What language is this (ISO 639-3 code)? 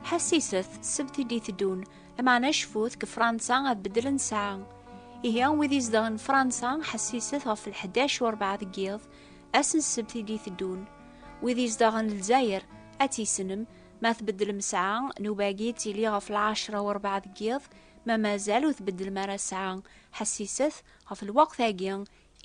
kab